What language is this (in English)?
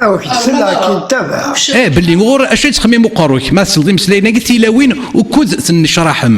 Kabyle